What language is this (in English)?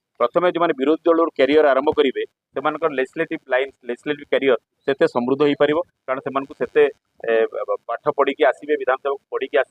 Odia